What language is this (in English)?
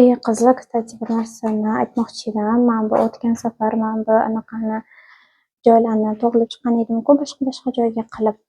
Uzbek